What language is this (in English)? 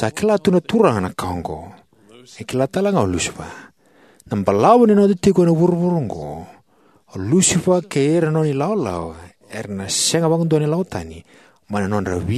Fijian